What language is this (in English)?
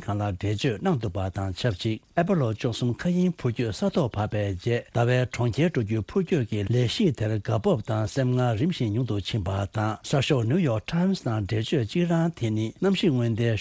Tibetan